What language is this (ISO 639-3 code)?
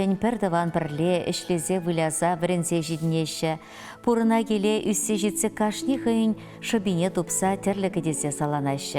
chv